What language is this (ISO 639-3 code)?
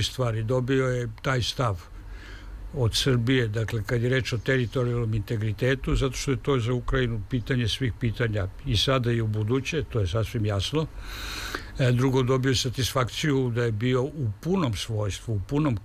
srp